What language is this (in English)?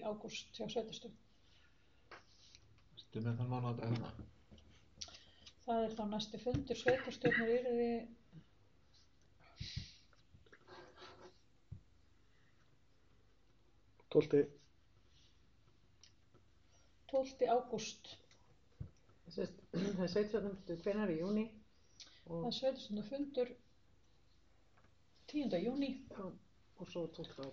Icelandic